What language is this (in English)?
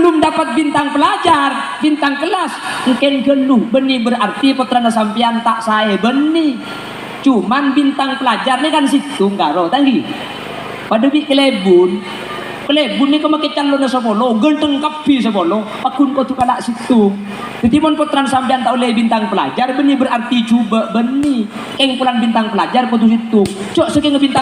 Madurese